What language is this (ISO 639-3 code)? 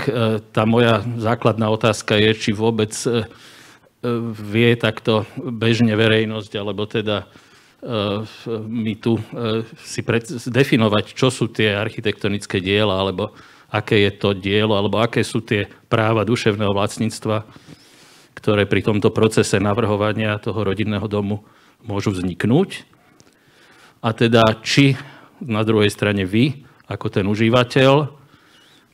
slk